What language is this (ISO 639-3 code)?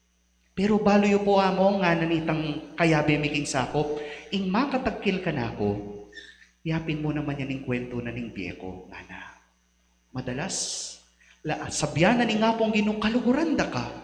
pam